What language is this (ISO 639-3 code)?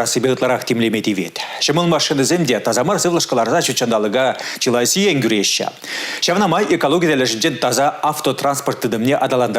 chv